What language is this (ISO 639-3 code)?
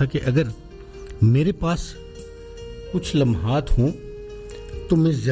urd